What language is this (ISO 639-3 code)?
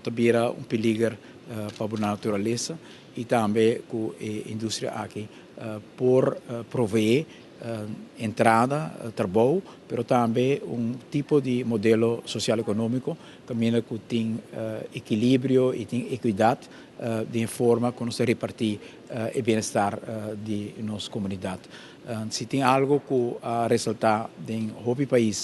pap